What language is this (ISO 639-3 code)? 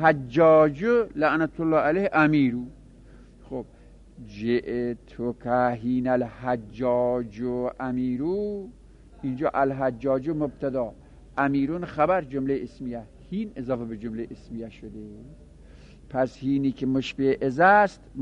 fas